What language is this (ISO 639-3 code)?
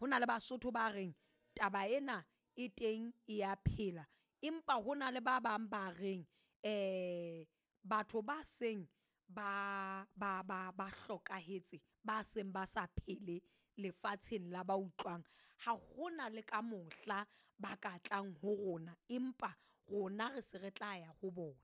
sot